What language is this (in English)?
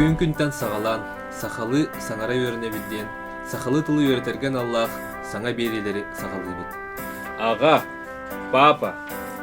Yakut